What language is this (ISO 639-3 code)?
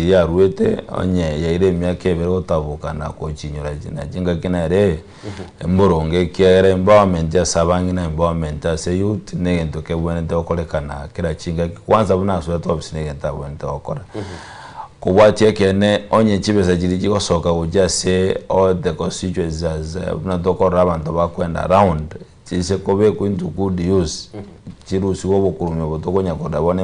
guz